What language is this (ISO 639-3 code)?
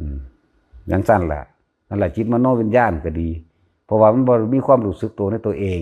tts